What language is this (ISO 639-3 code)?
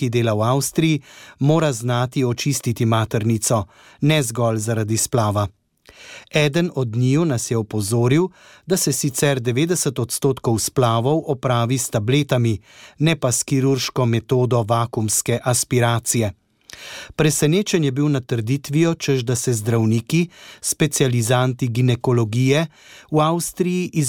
slv